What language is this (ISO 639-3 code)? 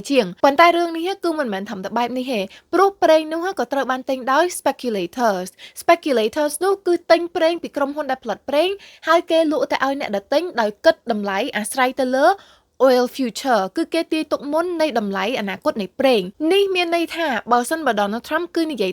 khm